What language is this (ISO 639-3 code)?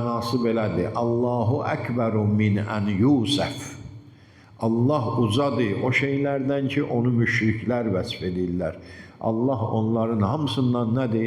aze